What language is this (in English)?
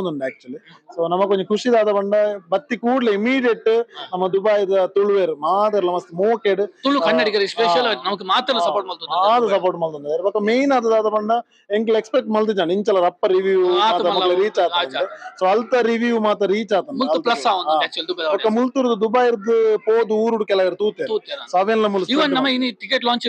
Tulu